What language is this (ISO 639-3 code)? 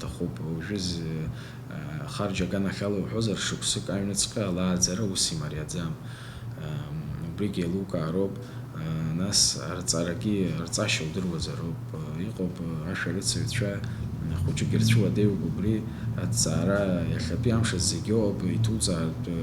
abk